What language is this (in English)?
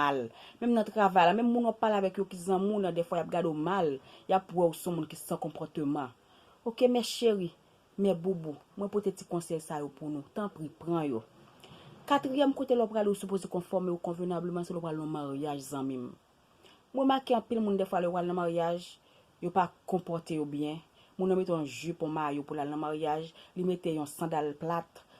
Haitian Creole